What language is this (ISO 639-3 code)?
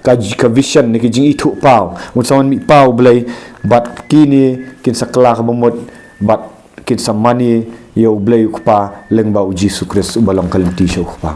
kha